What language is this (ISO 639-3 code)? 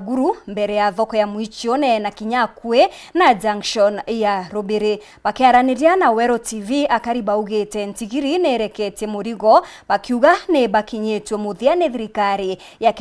mer